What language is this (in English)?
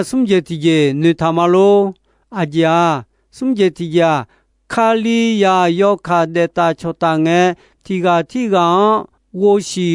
Akha